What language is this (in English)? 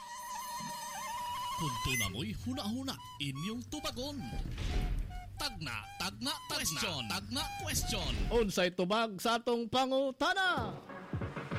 Cebuano